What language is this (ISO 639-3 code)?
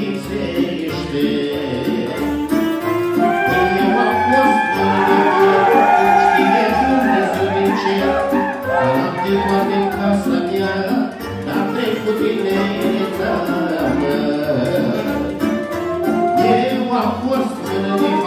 ron